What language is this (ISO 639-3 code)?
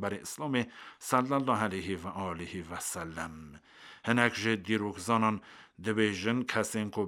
kur